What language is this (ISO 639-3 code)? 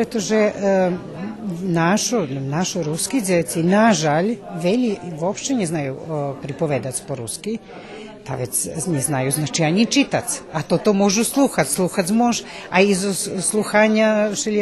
rue